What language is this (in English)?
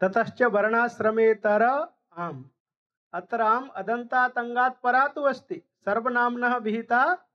Sanskrit